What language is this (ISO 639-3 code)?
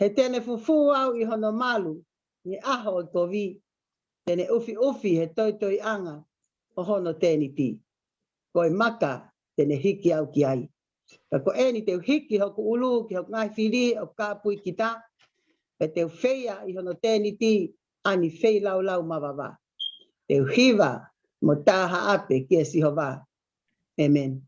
ton